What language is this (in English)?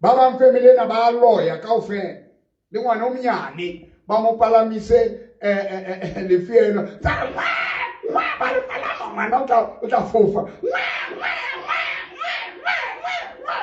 Southern Sotho